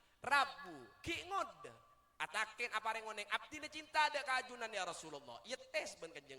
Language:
Madurese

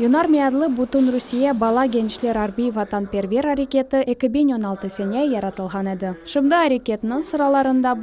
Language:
Crimean Tatar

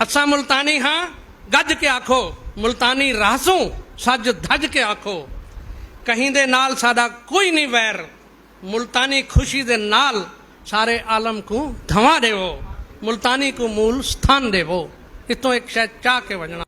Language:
Saraiki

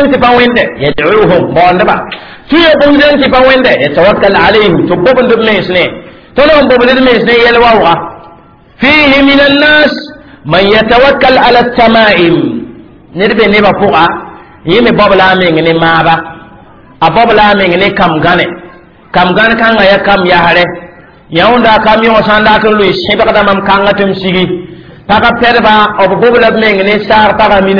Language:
Mossi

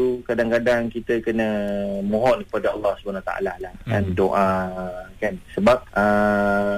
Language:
Malay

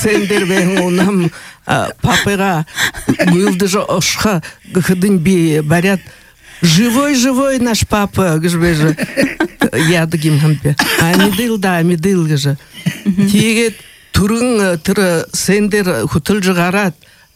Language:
Buriat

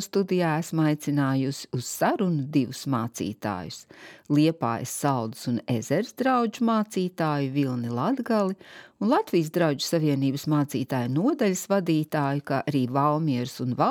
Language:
Latvian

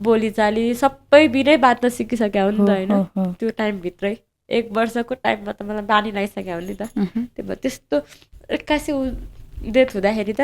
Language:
Nepali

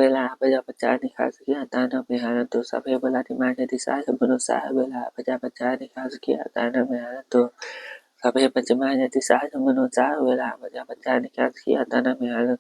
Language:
Pali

